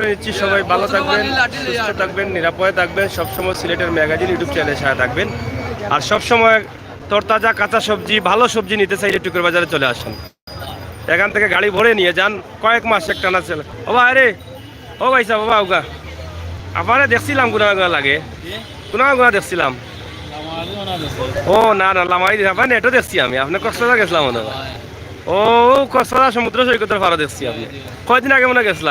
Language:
Sylheti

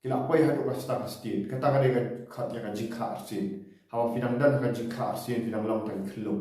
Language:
Khasi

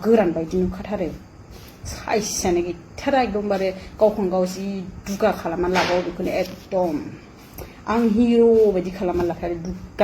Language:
Bodo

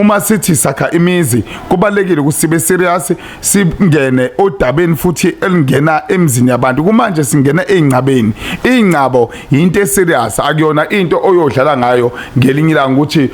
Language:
Zulu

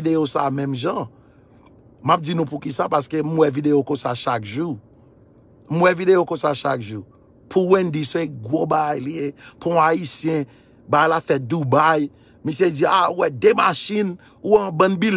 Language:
Haitian Creole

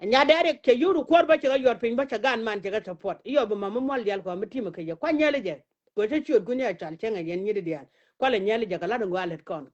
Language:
Nuer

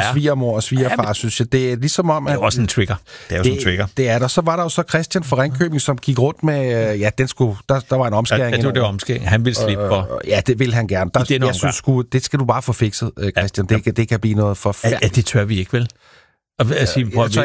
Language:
Danish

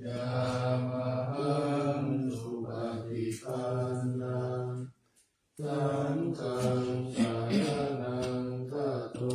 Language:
Pali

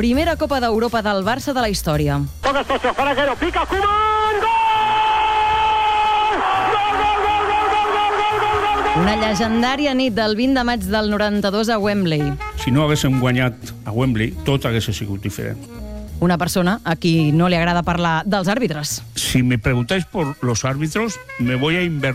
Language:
Catalan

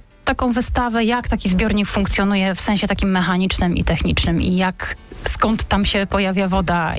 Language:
Polish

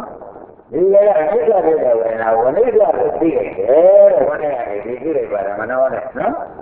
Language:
Burmese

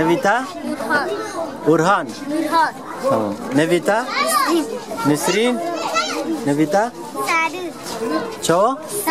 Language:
Kurdish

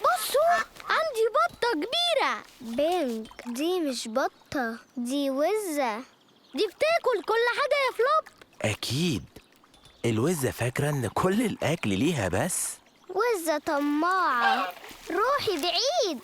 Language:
Egyptian Arabic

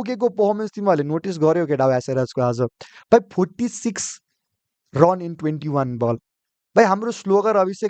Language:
Nepali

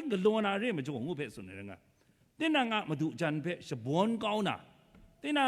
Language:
Kachin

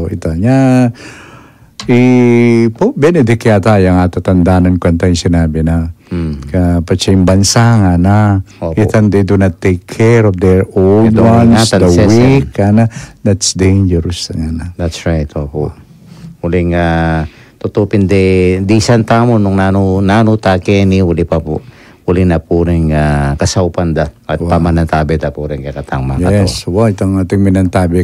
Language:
Pampanga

